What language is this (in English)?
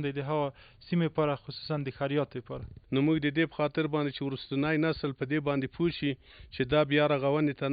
Pashto